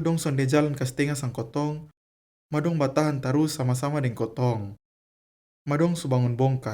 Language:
Kupang Malay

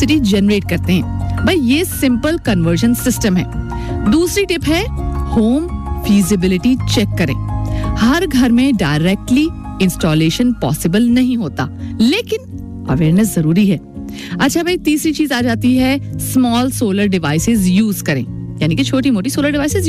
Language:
Hindi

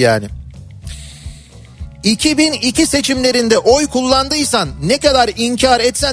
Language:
Turkish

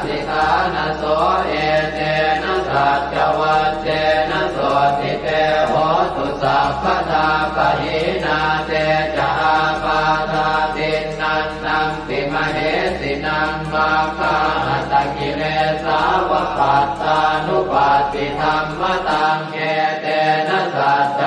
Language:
Pali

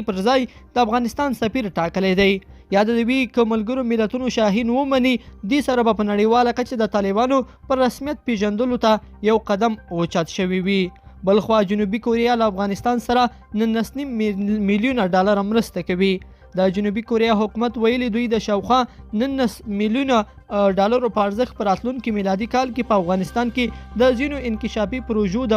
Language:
Pashto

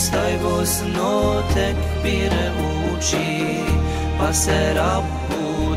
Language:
Bosnian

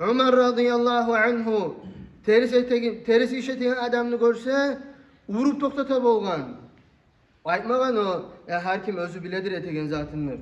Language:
Kumyk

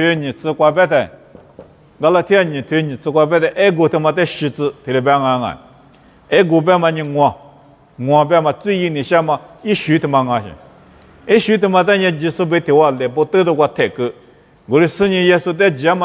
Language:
Lisu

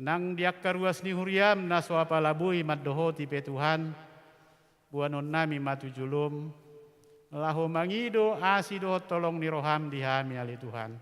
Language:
Batak Toba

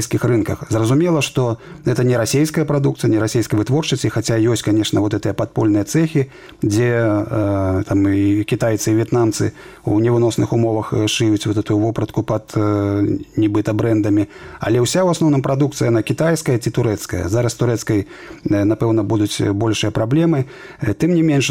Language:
Belarusian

